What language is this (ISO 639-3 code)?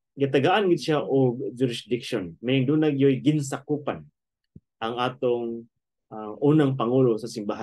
ceb